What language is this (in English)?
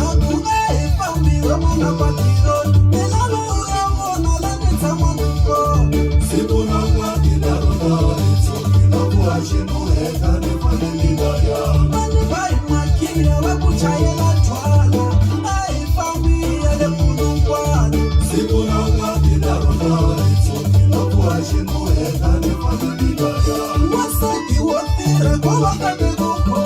Tsonga